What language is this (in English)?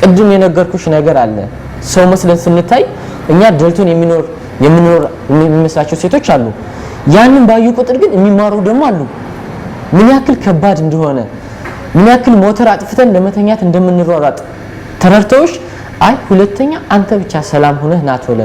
Amharic